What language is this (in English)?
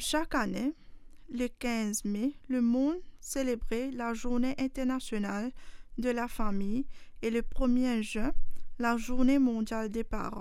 Morisyen